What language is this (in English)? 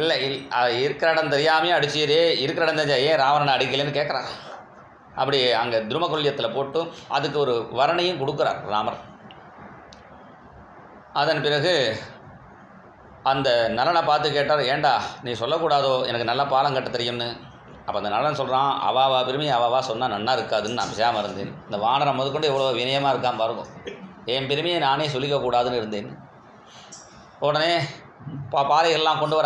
Tamil